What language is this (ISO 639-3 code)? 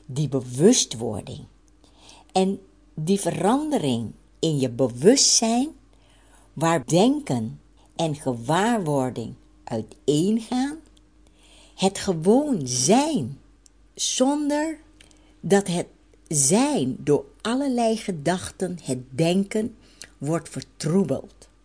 nld